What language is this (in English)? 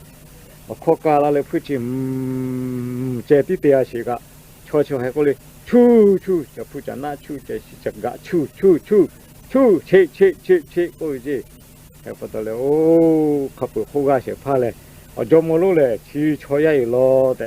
Lahu